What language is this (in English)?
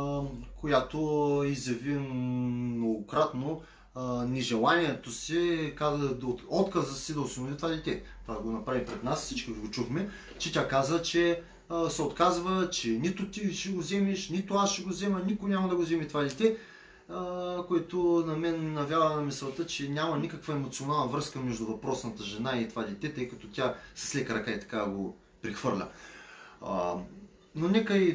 Bulgarian